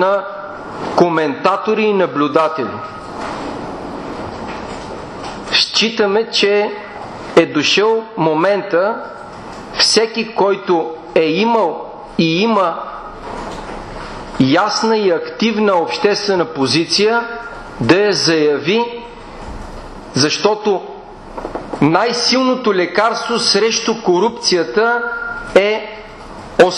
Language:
Bulgarian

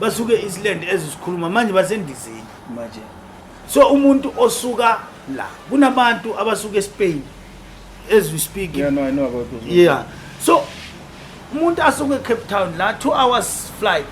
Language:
Zulu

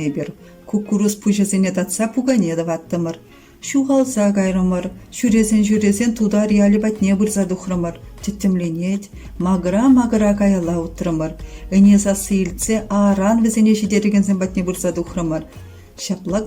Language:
Chuvash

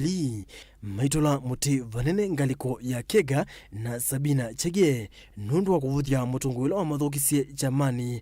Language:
Kamba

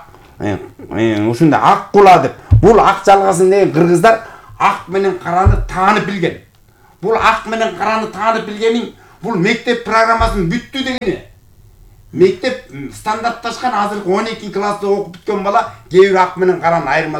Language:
Kyrgyz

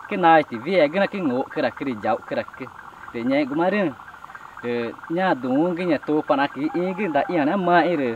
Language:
Ticuna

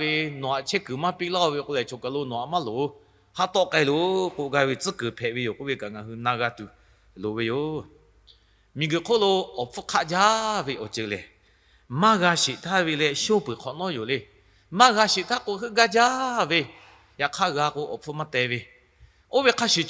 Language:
Lahu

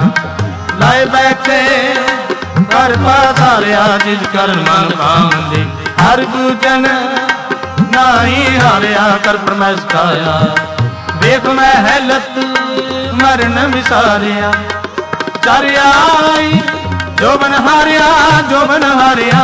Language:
Punjabi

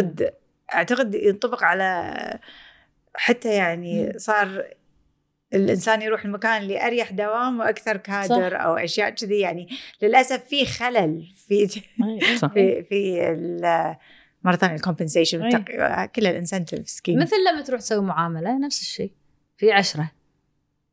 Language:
Gulf Arabic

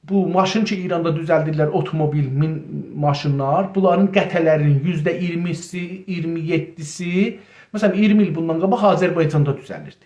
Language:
South Azerbaijani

